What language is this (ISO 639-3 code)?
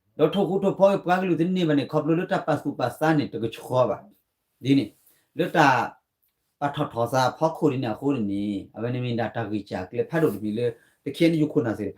ksw